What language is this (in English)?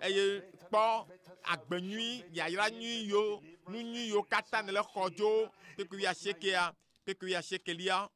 Ewe